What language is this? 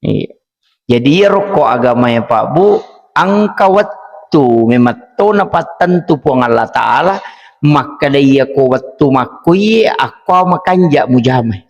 Buginese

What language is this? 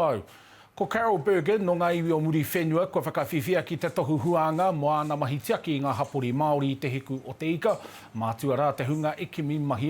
Māori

